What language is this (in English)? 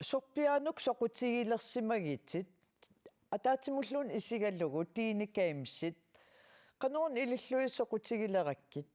Kalaallisut